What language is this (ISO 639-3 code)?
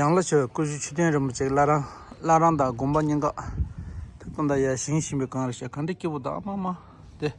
bod